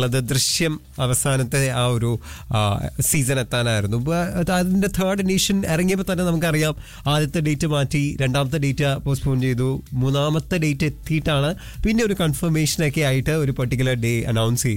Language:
Malayalam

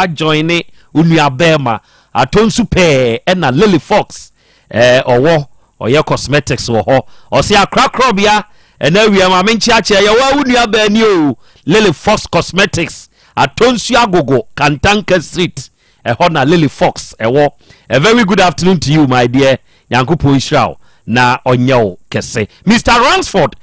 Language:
Akan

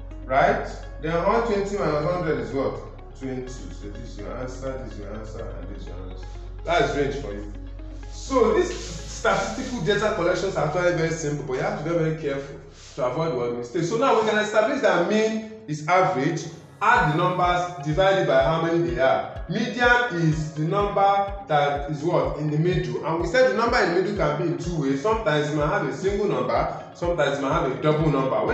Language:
English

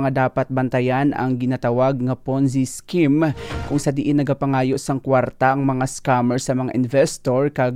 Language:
Hiligaynon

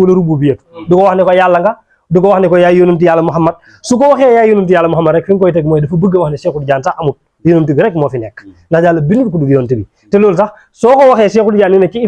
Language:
Wolof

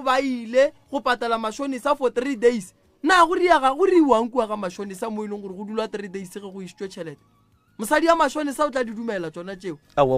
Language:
Northern Sotho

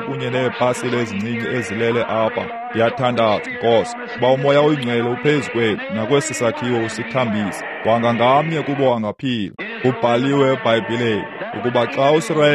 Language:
Xhosa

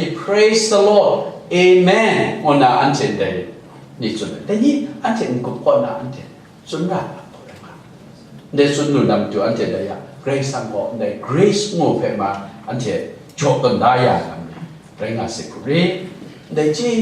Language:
Kachin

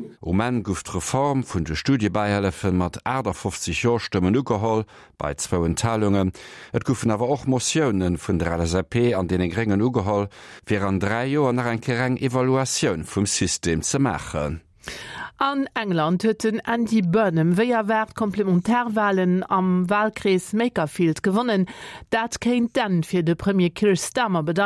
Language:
Luxembourgish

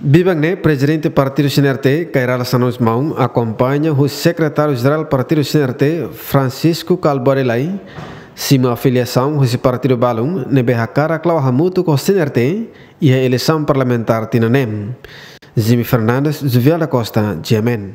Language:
Tetum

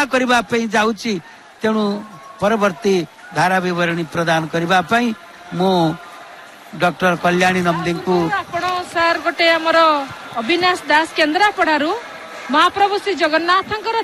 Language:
Odia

